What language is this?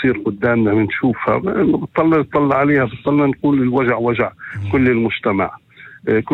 North Levantine Arabic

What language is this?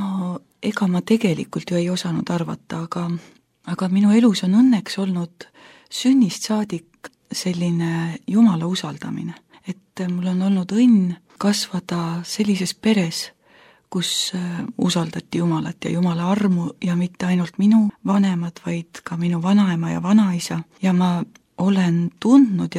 Estonian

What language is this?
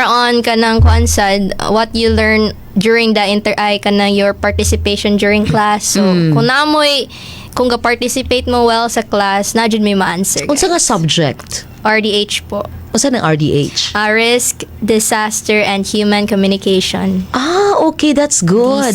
Cebuano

